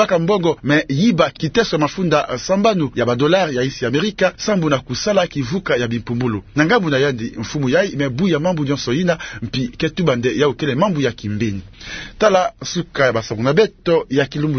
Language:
Kituba (Democratic Republic of Congo)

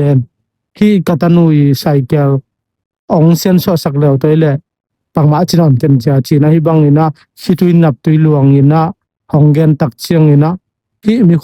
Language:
Tedim Chin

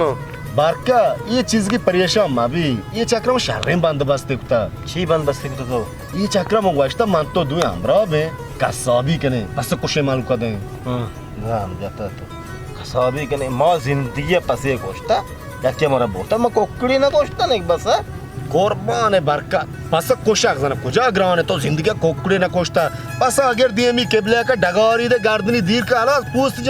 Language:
Baluchi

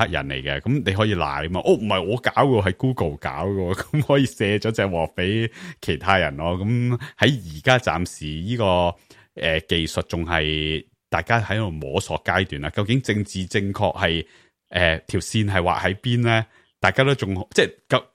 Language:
Cantonese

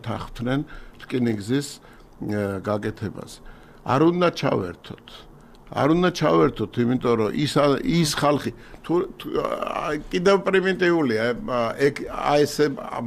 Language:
Georgian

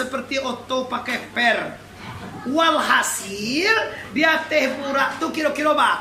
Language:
Minangkabau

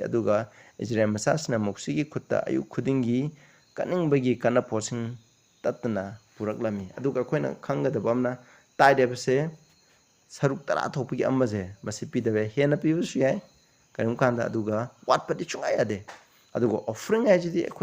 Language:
Manipuri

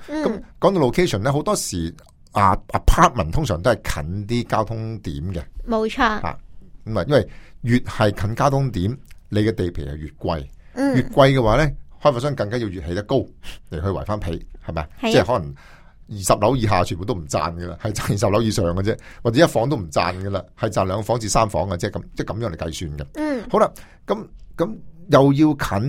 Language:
Cantonese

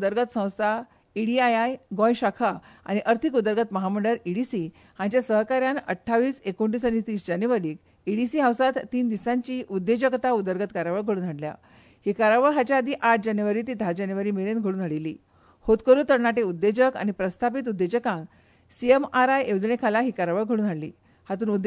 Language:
Konkani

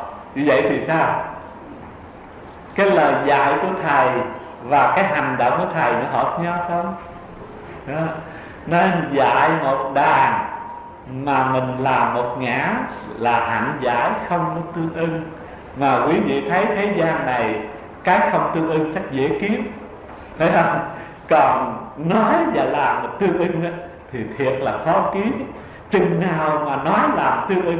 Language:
Vietnamese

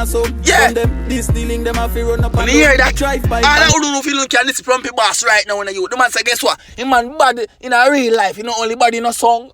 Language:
Jamaican Creole English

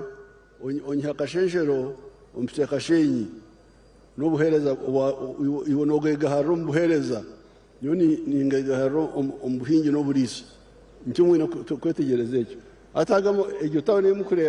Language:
Nyankole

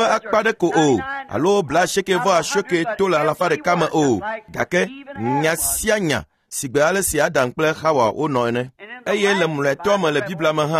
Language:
Ewe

